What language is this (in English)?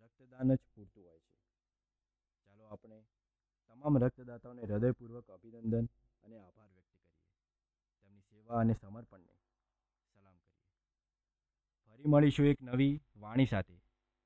Gujarati